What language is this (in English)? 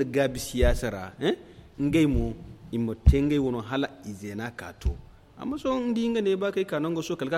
Zarma